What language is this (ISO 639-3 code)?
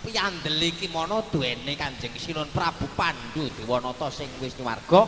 jav